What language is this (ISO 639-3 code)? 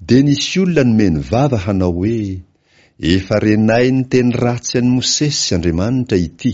mlg